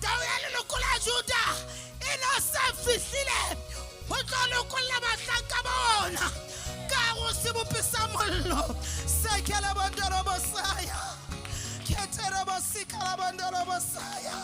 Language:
Southern Sotho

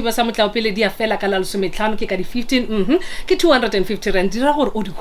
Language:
Northern Sotho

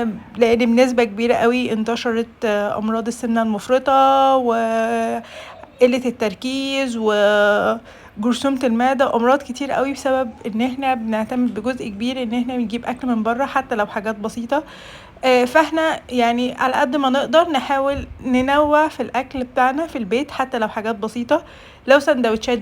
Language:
Egyptian Arabic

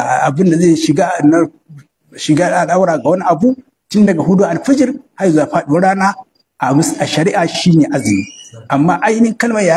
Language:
Hausa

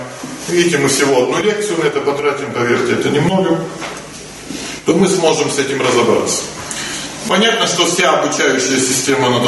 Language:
Russian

